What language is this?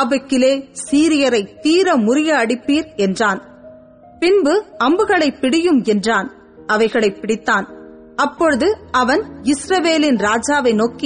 Tamil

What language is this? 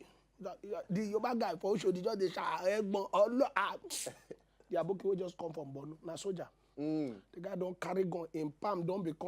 Nigerian Pidgin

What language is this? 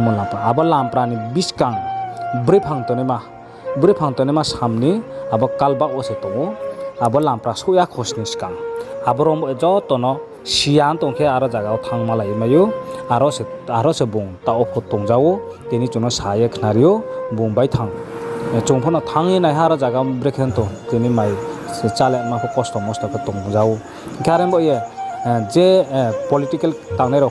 Riang (India)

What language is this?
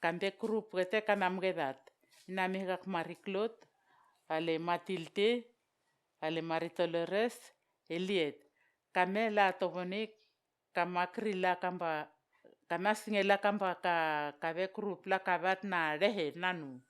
Vao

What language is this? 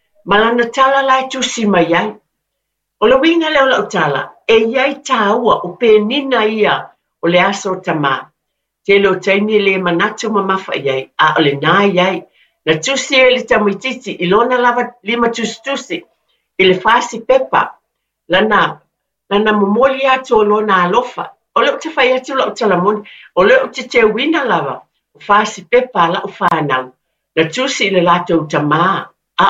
Samoan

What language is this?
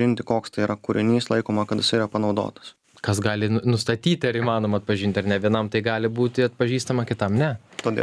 Lithuanian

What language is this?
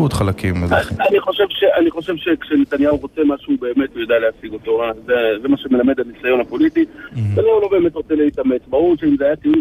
Hebrew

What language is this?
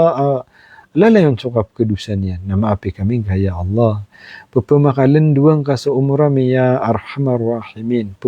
Maranao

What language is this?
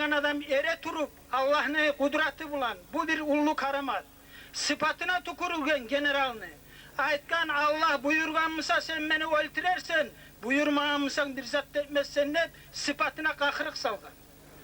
Kumyk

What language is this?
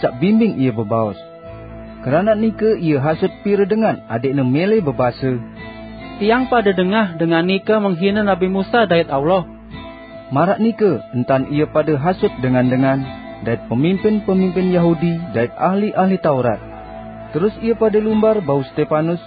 Sasak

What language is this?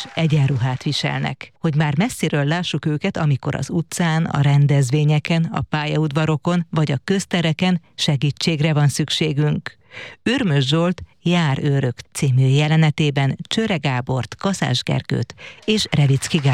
Hungarian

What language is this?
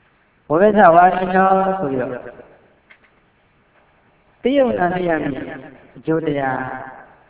Burmese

